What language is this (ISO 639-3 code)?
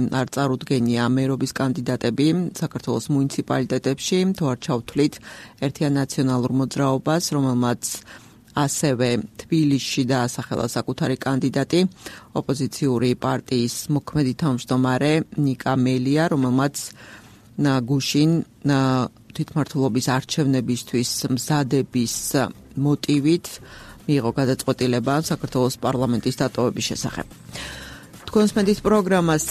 kat